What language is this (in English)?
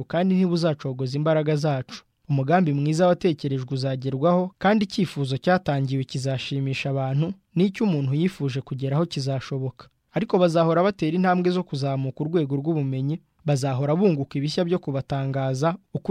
Kinyarwanda